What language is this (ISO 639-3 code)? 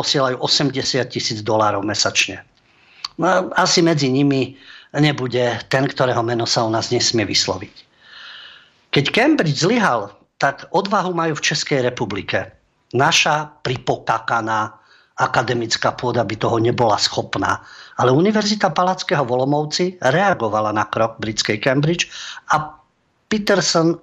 slk